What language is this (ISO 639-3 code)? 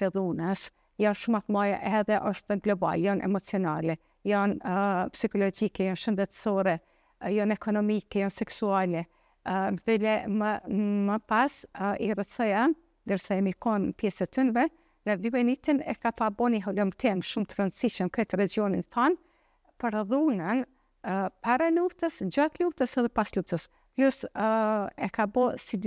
sqi